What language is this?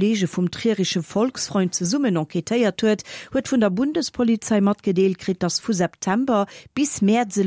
Luxembourgish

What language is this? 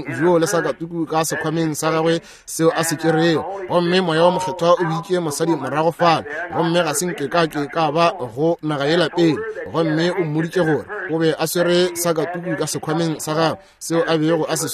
Northern Sotho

